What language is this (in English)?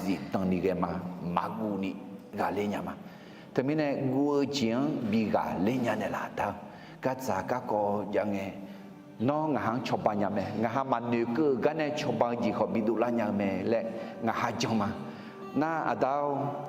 Akha